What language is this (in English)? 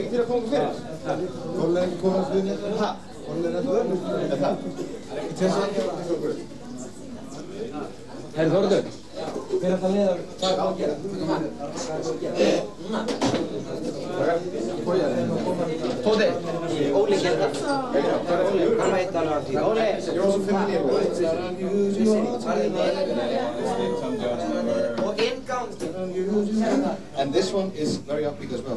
Icelandic